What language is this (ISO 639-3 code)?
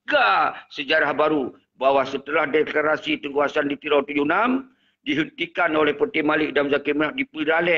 ace